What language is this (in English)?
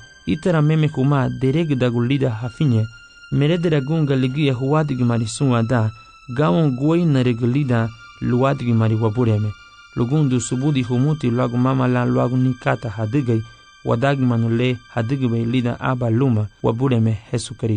Garifuna